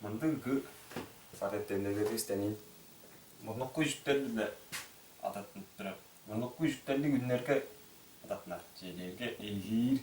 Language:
Tuvinian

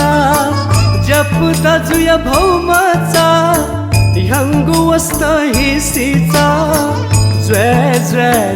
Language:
Newari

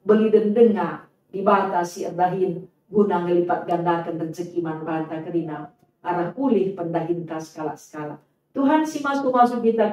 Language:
Batak Karo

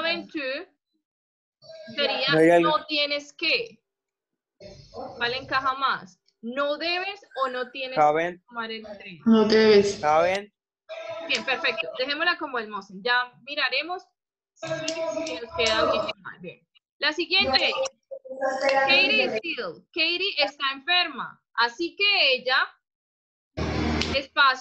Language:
Spanish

